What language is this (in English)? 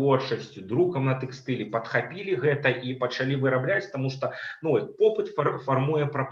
Belarusian